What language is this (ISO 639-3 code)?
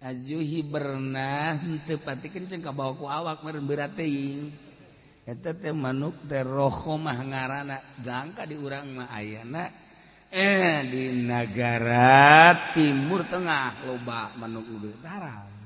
sun